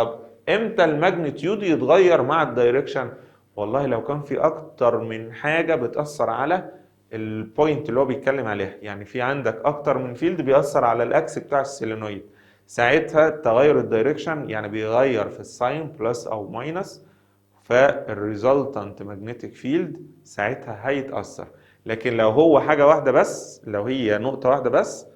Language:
Egyptian Arabic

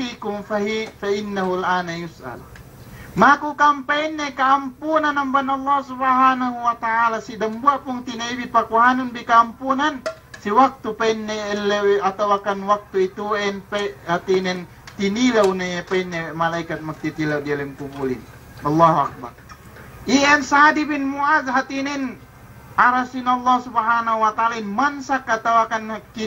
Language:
Yakan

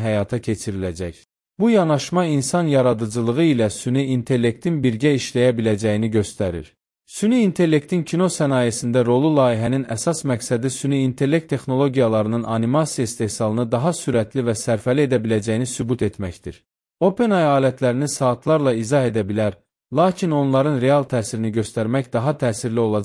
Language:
Azerbaijani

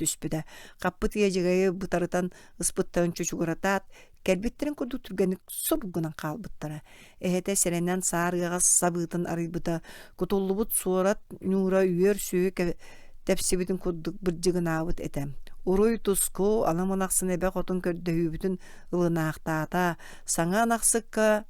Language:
Yakut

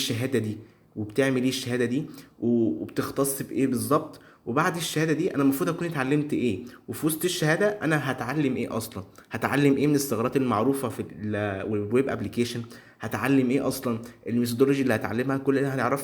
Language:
Egyptian Arabic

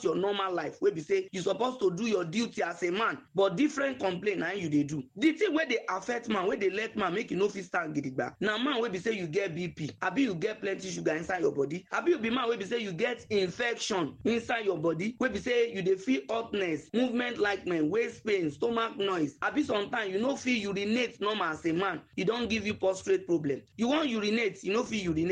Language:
Nigerian Pidgin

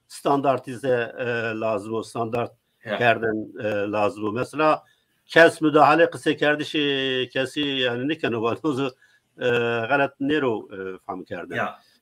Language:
Zaza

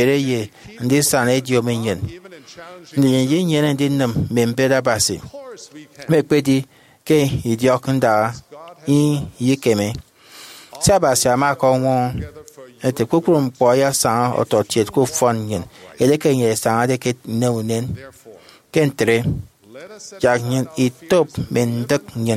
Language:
Efik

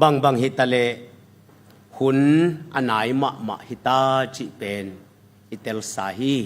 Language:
Tedim Chin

